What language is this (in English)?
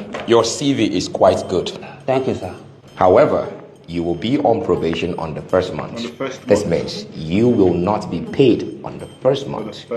Nigerian Pidgin